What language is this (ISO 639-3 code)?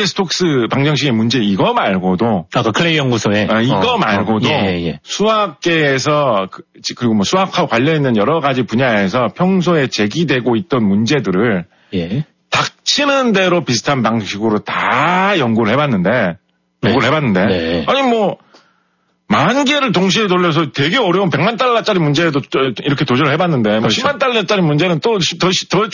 kor